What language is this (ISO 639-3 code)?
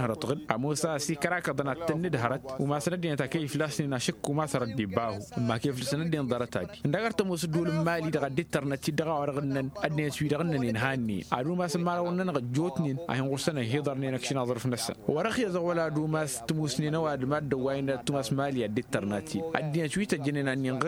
taq